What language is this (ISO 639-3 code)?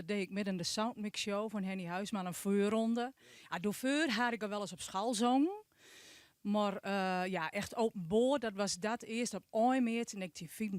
fry